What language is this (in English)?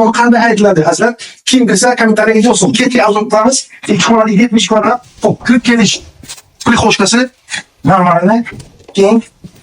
Uzbek